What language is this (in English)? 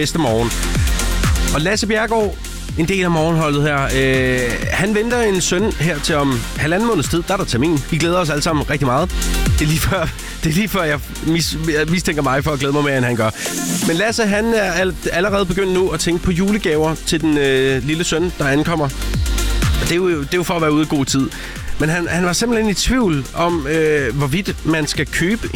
Danish